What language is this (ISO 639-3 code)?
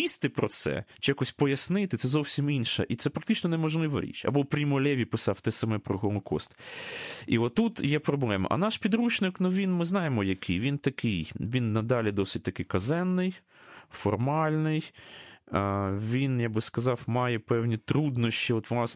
ukr